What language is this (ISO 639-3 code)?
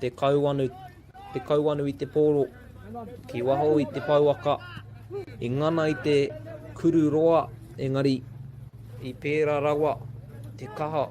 mri